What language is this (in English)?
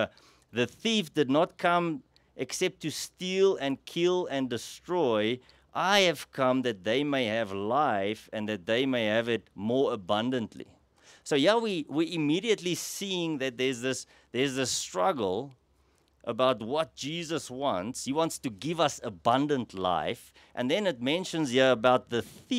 English